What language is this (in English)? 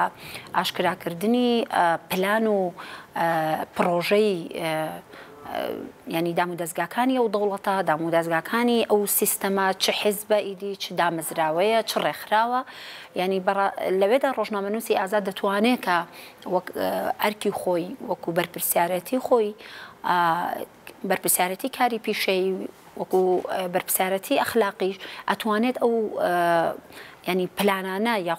Central Kurdish